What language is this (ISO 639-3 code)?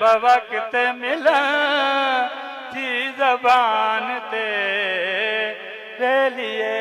skr